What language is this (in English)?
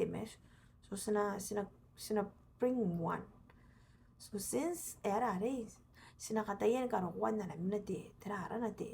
Gilbertese